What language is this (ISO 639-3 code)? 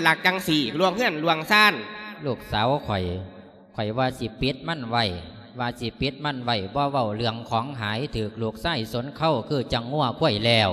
lao